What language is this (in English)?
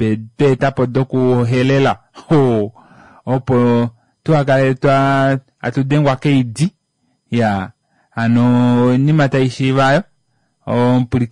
Kuanyama